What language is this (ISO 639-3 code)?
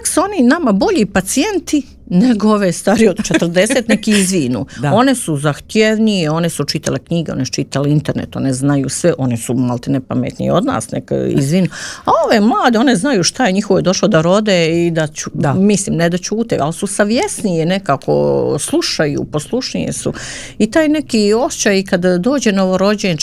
srp